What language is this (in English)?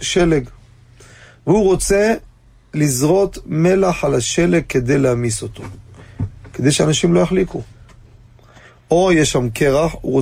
Hebrew